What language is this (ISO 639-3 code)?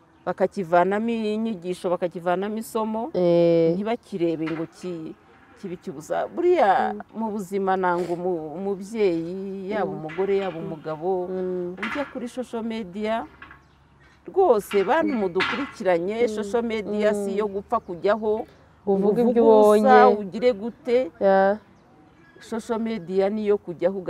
kin